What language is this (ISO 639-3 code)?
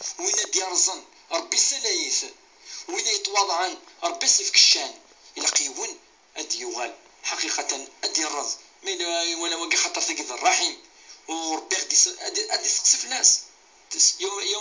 kab